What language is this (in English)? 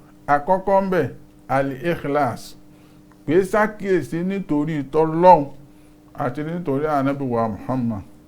Yoruba